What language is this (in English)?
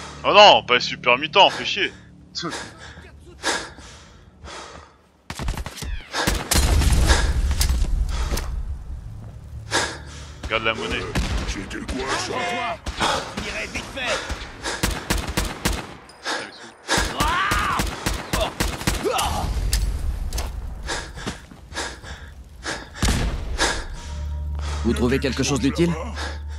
French